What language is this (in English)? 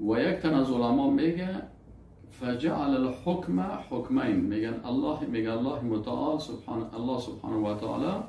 Persian